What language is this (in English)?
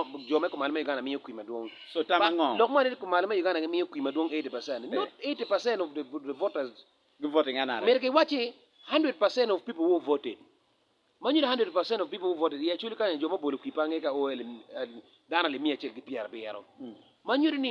Acoli